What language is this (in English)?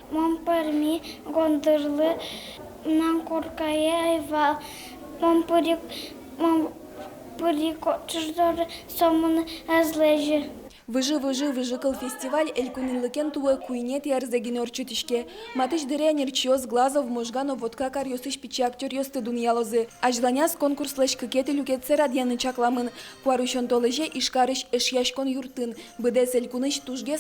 Udmurt